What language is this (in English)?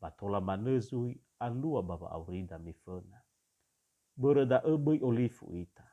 Nias